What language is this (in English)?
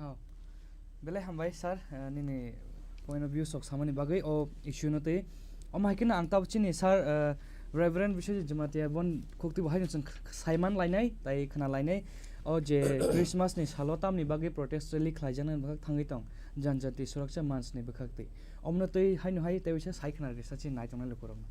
Kok Borok